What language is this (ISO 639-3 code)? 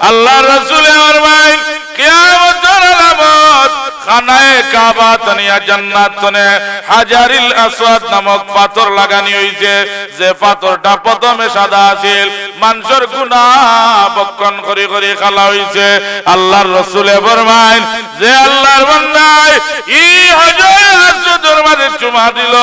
syl